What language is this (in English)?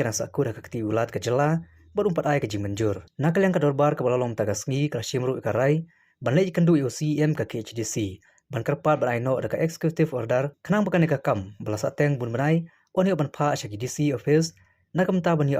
Khasi